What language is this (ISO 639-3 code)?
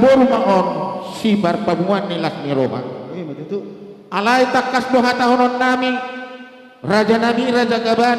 btx